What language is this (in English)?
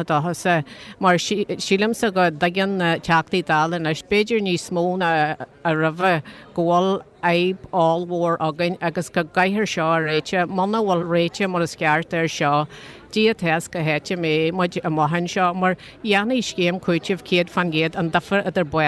Irish